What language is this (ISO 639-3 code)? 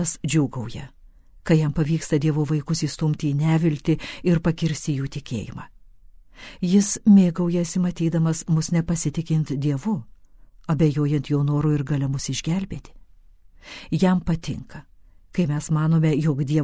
lit